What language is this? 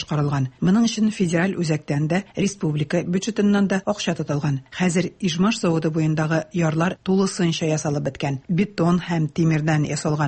Tatar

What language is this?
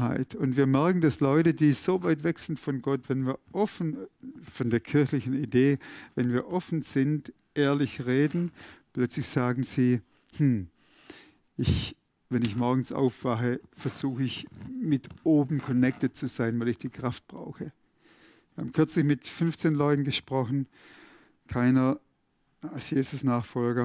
Swiss German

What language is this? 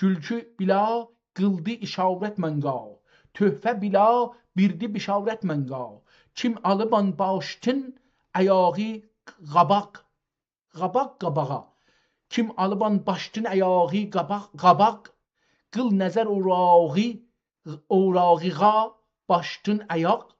South Azerbaijani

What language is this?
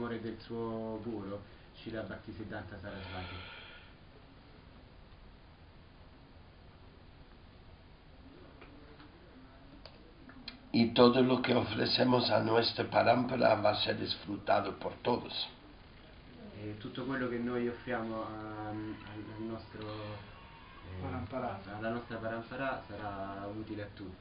Italian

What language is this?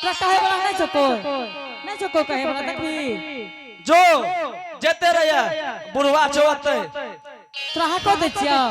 Angika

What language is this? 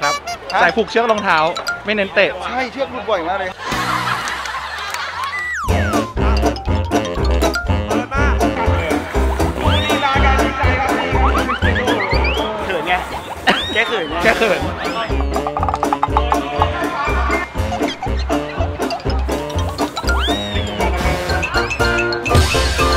Thai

